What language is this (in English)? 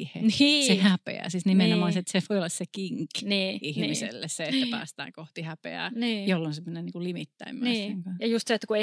Finnish